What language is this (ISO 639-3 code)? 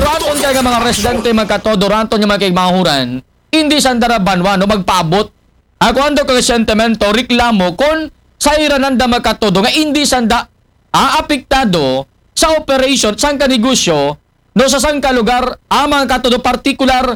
akl